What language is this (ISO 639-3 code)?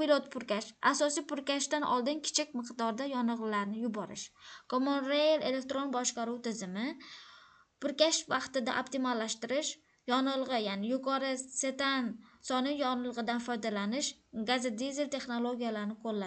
uzb